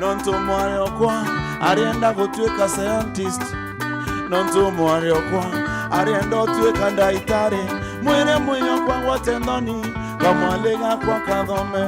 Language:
Meru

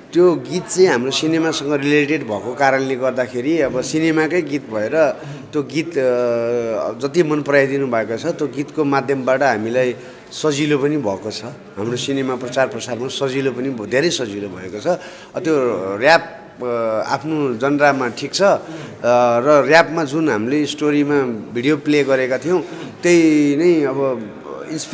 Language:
Nepali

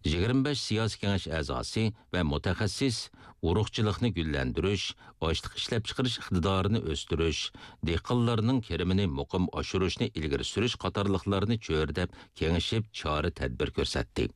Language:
Uyghur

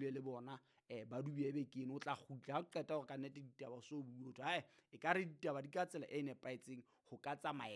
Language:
Southern Sotho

